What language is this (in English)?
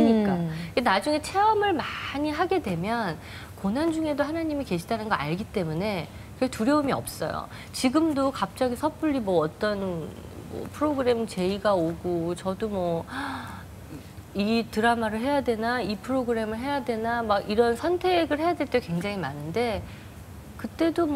Korean